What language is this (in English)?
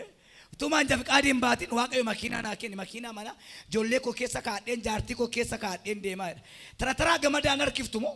Oromo